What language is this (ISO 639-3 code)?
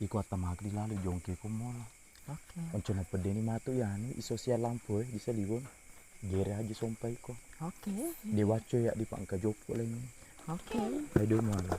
bug